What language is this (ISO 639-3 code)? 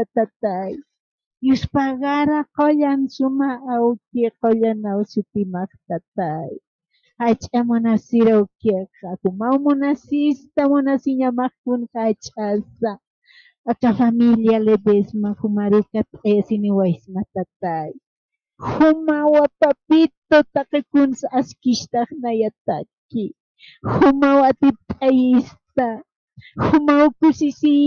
aym